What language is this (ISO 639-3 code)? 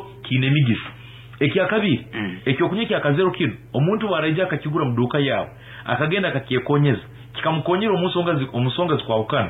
nyn